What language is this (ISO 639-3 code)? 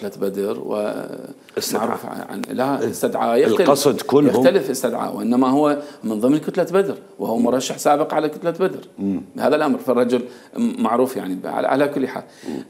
acm